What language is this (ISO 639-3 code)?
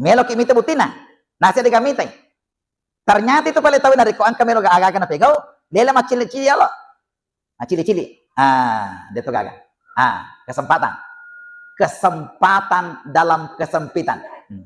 bug